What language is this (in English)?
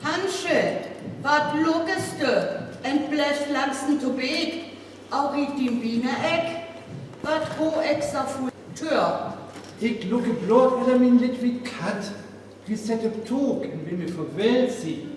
Northern Frisian